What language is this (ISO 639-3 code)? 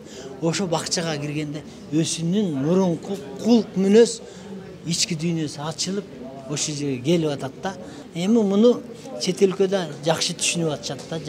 kir